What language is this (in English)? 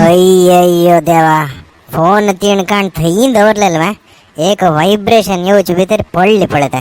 Konkani